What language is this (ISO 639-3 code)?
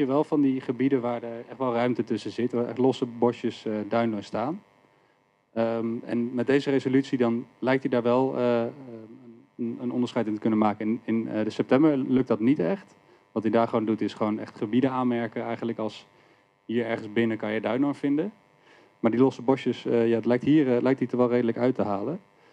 nld